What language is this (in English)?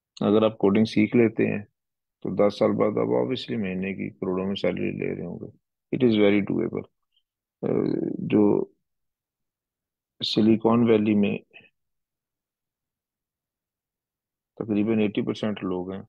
Hindi